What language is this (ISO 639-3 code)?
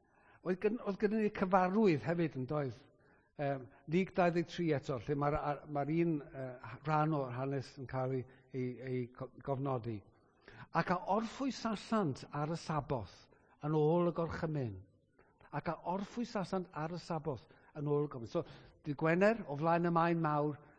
cym